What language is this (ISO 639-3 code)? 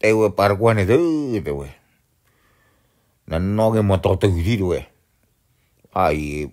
ksw